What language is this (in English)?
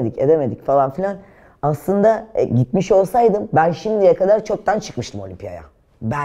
Turkish